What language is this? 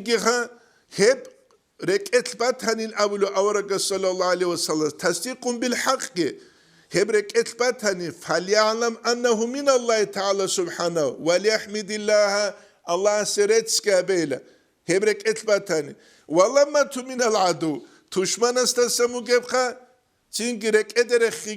Avaric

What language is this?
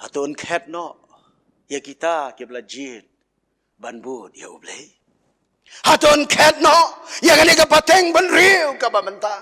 Khasi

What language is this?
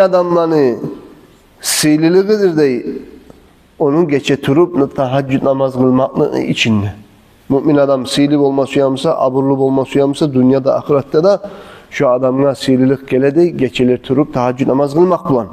Kumyk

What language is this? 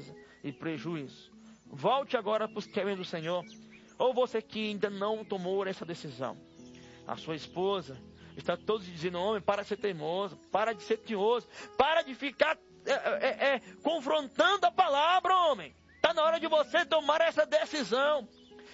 Portuguese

